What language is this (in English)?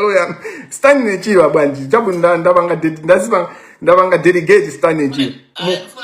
Nyanja